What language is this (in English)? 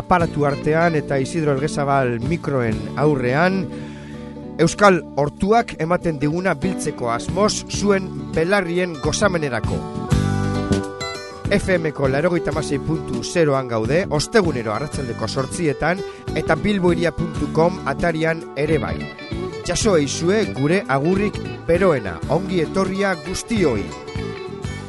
Basque